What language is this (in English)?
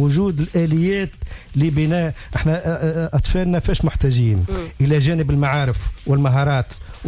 Tunisian Arabic